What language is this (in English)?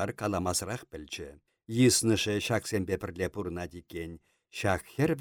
Chuvash